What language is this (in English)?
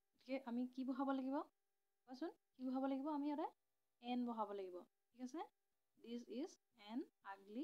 Assamese